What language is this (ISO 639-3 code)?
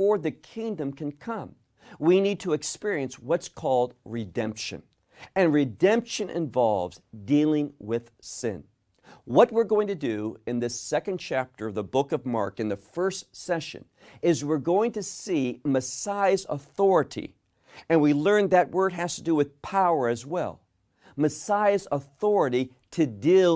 eng